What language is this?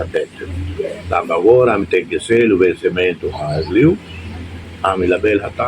Tetum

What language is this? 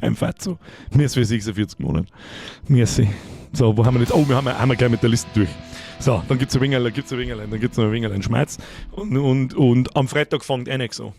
Bavarian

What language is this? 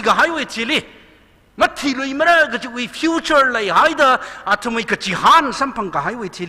Tangkhul Naga (India)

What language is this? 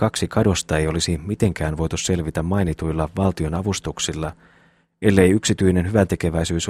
Finnish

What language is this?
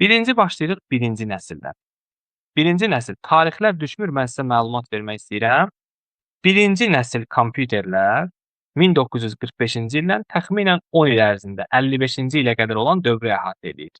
Azerbaijani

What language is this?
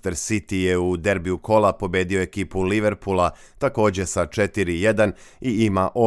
Serbian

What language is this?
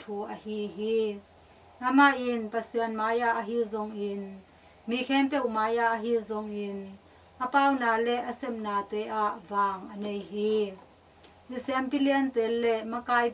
Tedim Chin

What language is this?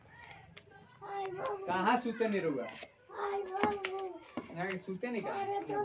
Bhojpuri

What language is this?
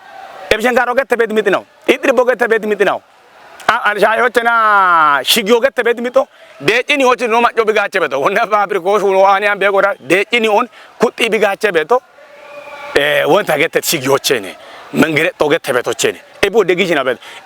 Kafa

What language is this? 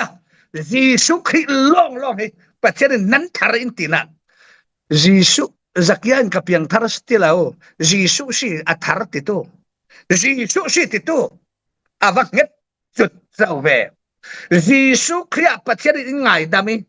Falam Chin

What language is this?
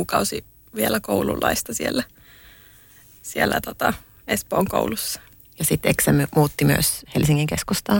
Finnish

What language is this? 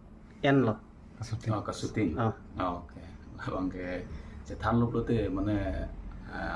Karbi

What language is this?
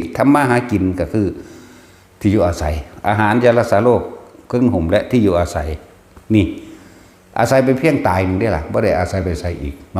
Northeastern Thai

